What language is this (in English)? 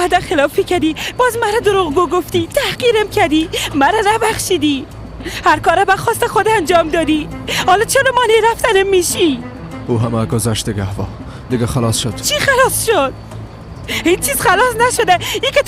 Persian